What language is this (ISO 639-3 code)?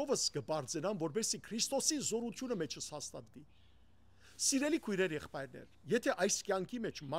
hyw